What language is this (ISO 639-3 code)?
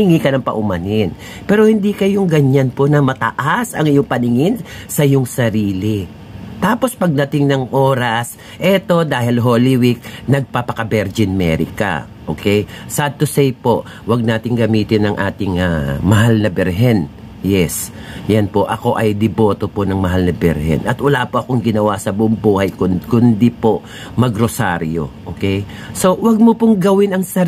fil